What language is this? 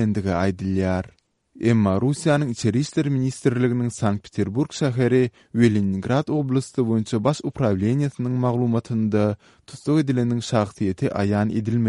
Turkmen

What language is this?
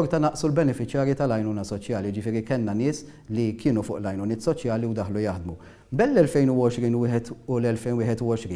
Maltese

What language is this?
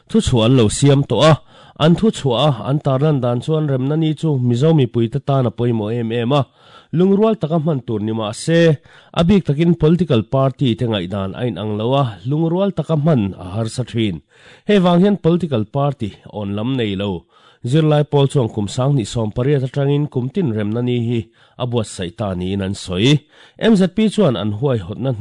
Mizo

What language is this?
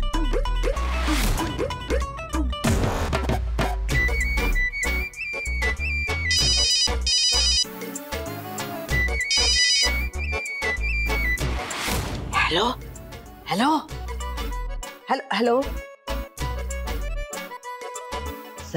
Hindi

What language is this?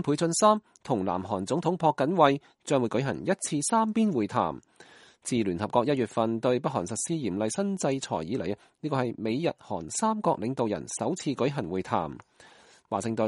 Cantonese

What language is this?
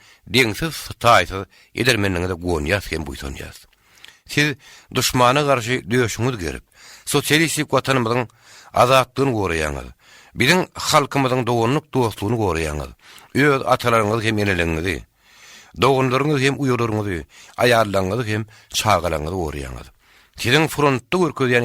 Turkmen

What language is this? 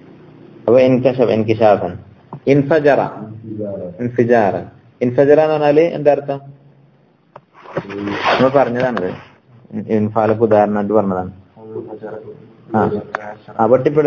Malayalam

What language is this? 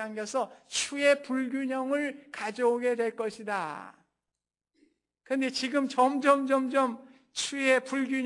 Korean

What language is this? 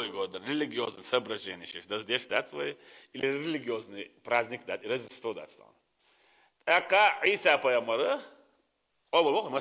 Chechen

